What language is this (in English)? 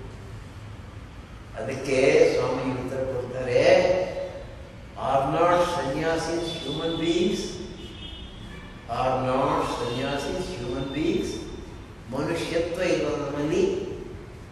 Kannada